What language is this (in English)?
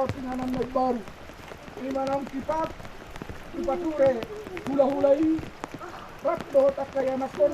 Batak Toba